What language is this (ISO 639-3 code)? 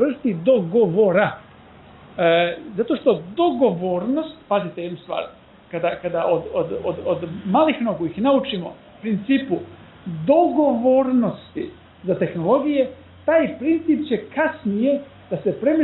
srp